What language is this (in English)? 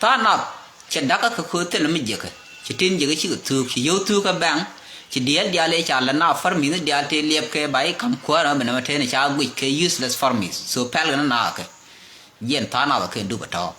Nuer